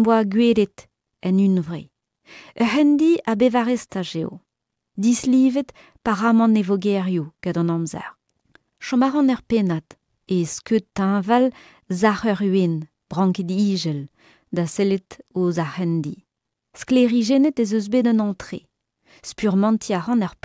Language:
Breton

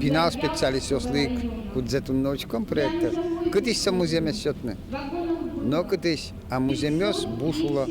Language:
Udmurt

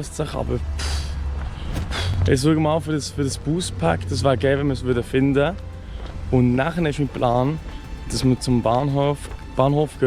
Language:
Swiss German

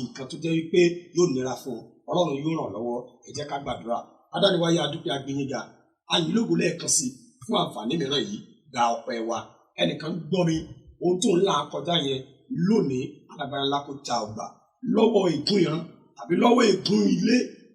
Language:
Yoruba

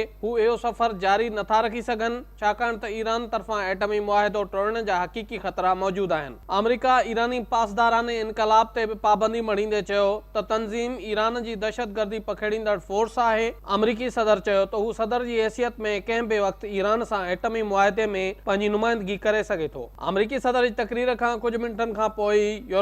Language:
Sindhi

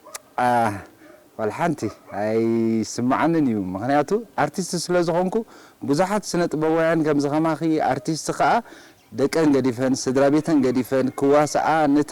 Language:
Tigrinya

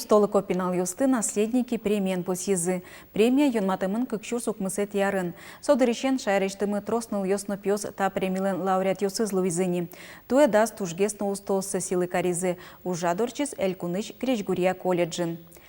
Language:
Udmurt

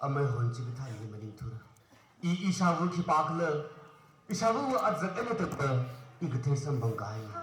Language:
Tangkhul Naga (India)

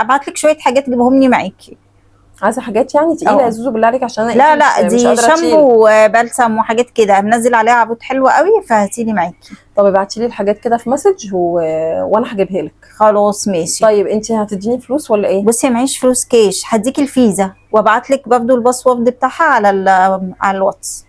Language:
Egyptian Arabic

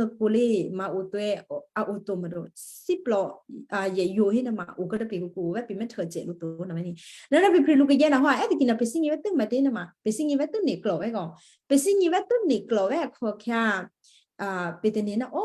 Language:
Western Kayah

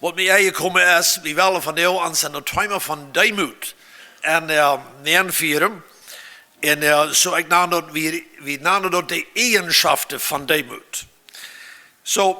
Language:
Plautdietsch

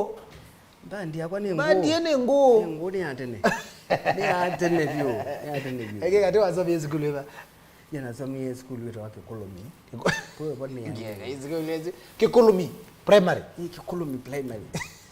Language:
Kamba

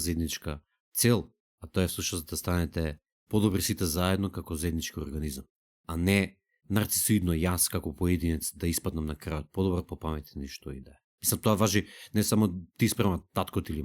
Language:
Macedonian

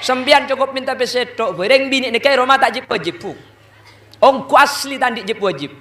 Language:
Madurese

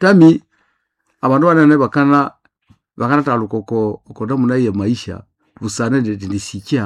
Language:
Nande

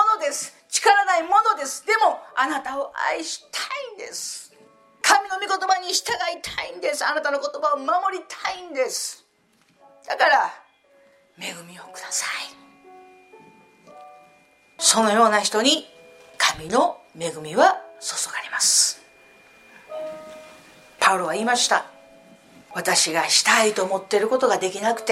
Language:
Japanese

